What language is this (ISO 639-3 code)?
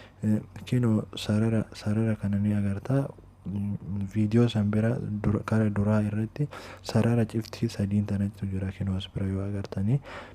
orm